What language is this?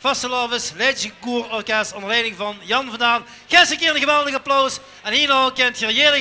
Limburgish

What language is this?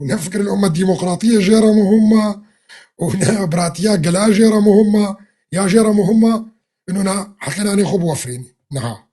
Kurdish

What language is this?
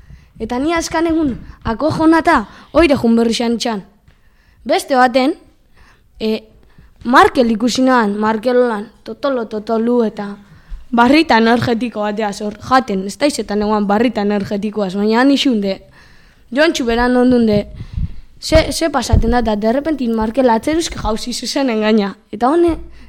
Basque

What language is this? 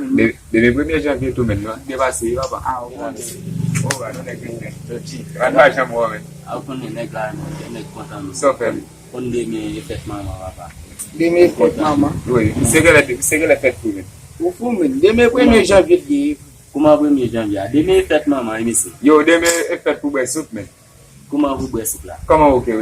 Haitian Creole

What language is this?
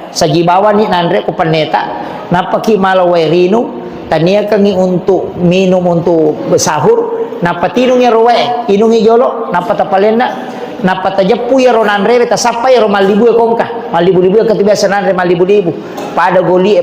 Buginese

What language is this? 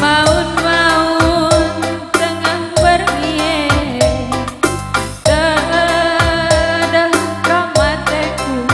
Batak Karo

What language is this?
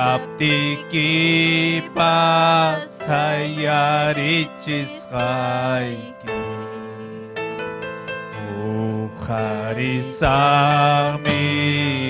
Ayacucho Quechua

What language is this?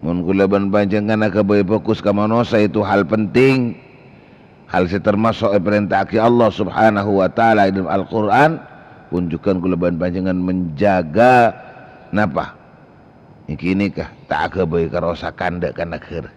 Madurese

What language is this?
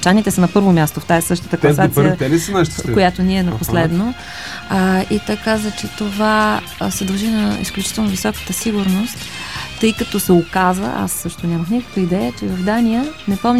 Bulgarian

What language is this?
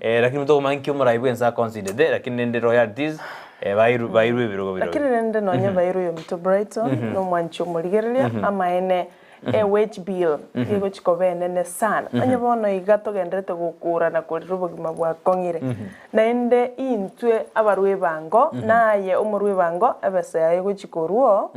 Gusii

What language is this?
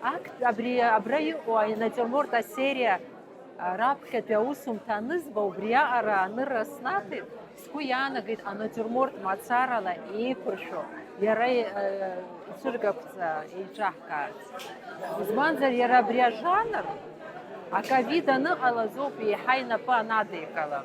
Abkhazian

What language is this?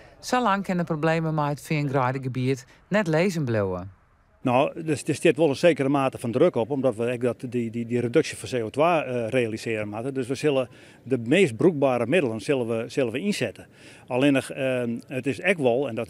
Western Frisian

